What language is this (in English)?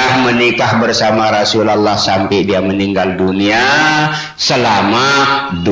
Sasak